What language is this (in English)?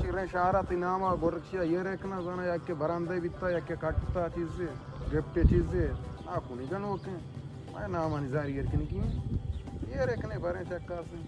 Baluchi